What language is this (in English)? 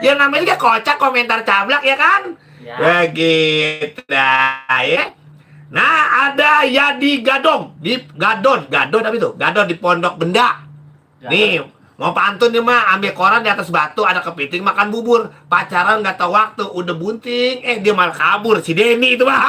Betawi